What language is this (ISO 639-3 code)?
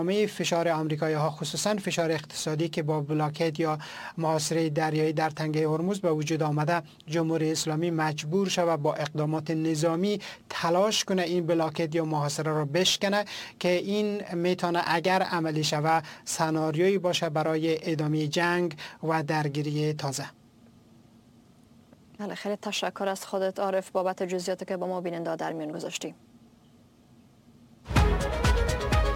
fas